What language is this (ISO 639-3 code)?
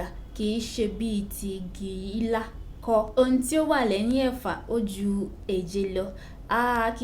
yor